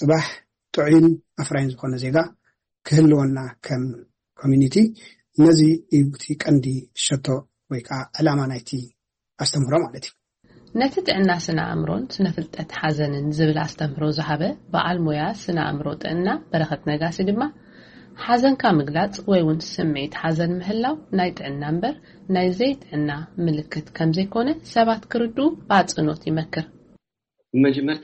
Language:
Tigrinya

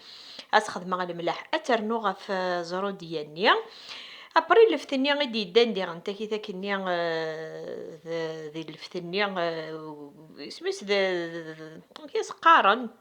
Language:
Kabyle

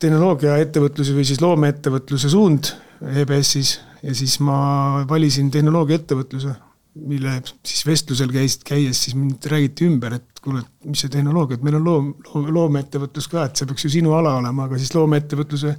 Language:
Estonian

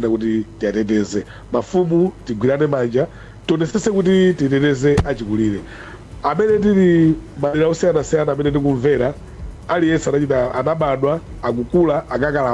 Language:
Nyanja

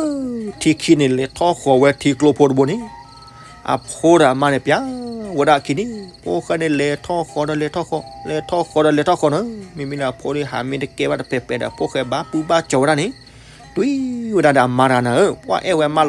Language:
S'gaw Karen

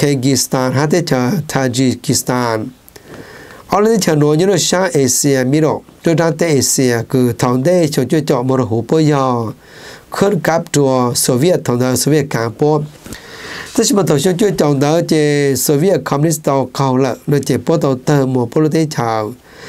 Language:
Vietnamese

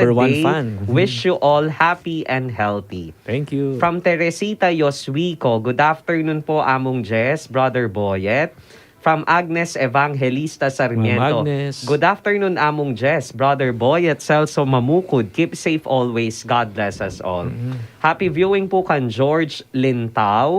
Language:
Pampanga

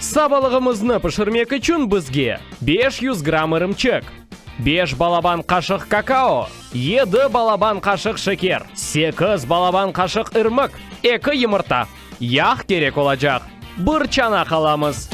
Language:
Crimean Tatar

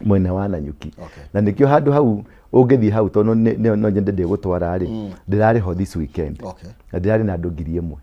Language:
Kikuyu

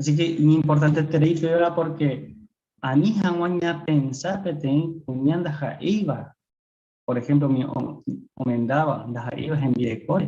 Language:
Guarani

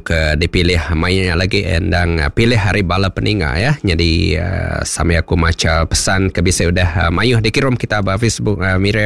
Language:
Iban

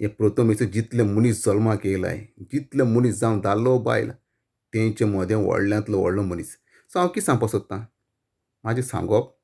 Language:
Konkani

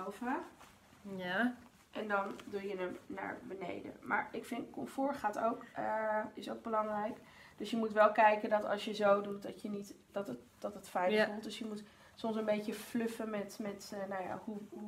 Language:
Dutch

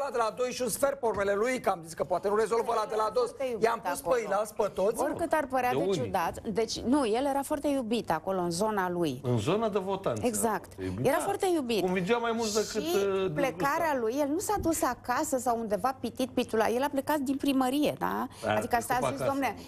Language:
Romanian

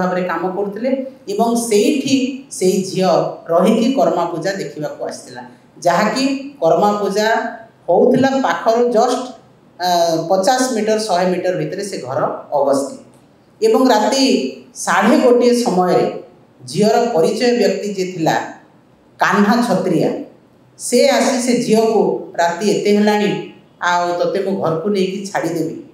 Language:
Odia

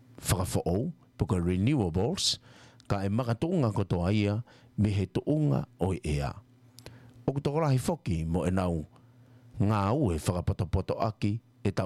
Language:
Tongan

